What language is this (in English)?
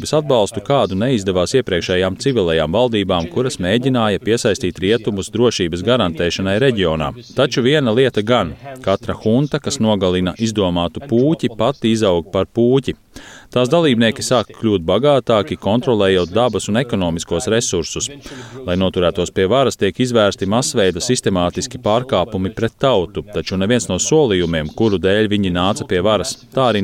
Latvian